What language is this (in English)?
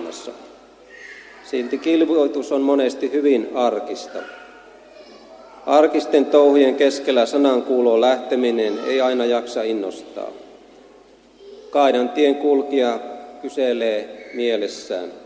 Finnish